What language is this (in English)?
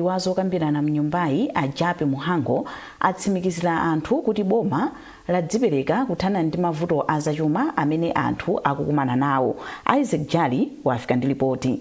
Nyanja